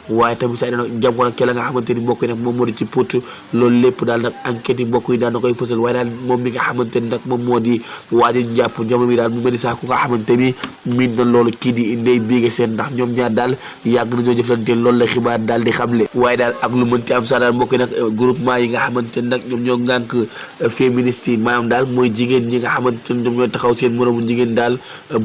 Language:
Wolof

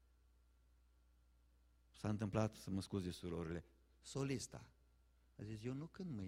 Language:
Romanian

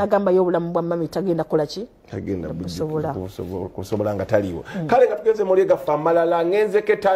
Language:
Ganda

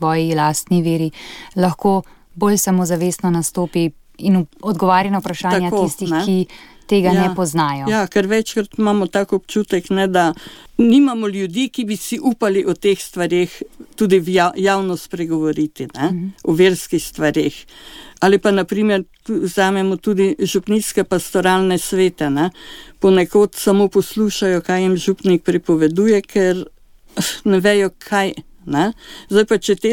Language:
Slovenian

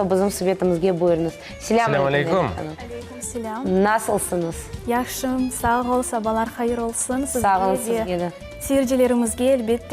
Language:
Crimean Tatar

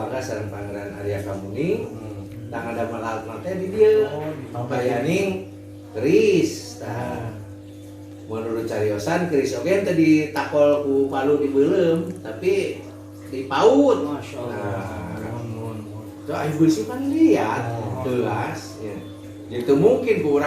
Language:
Sundanese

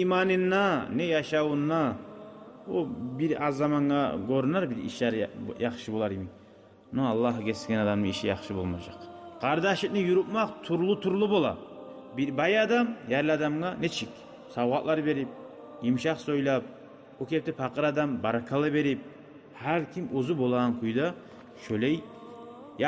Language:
Kumyk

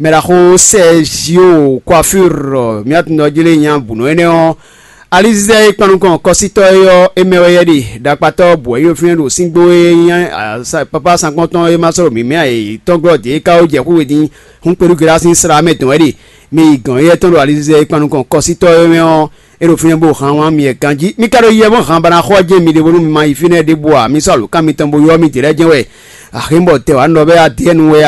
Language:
Fon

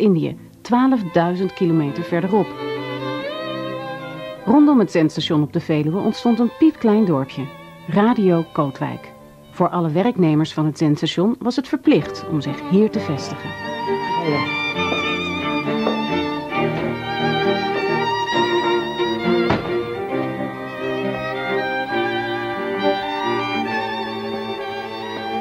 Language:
Dutch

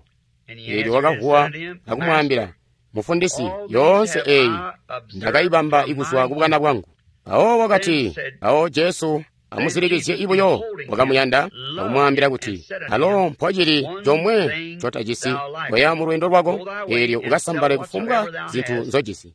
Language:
Tonga (Zambia)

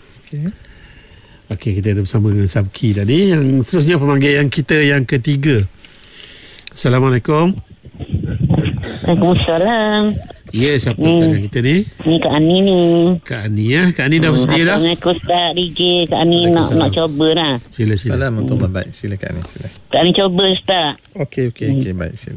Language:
Malay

